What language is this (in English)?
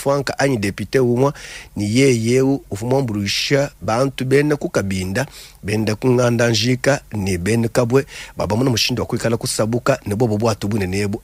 Luba-Lulua